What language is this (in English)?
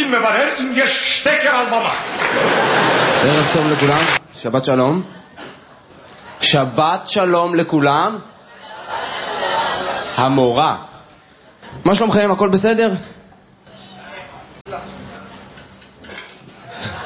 Hebrew